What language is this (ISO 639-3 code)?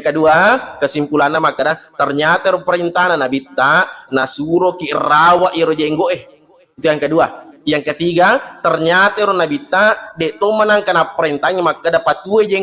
bug